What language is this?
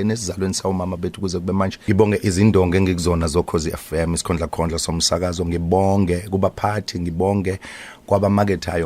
Zulu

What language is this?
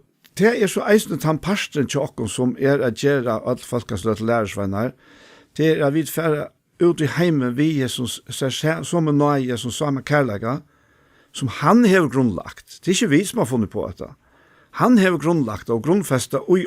Faroese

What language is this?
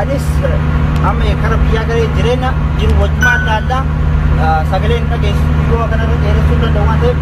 Oromo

